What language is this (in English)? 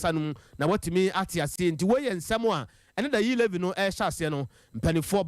Akan